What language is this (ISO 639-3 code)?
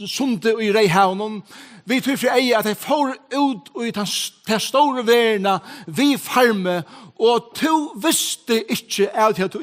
fao